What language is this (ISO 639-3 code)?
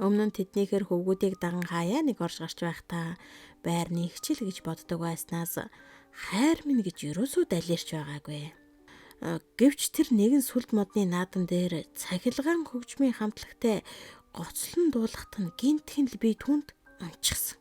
mon